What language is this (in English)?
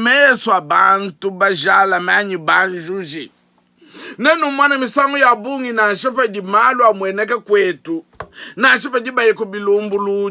Luba-Lulua